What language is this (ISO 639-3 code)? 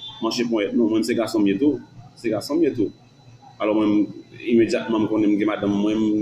hat